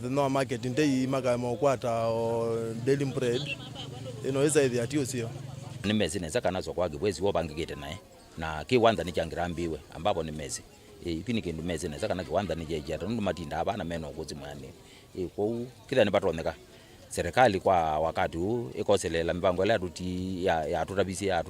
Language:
Kamba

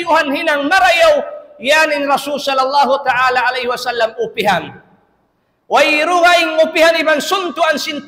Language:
Tausug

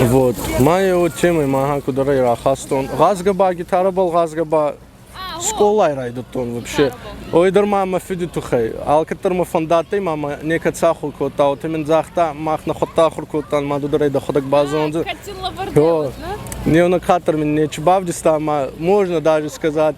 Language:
Ossetic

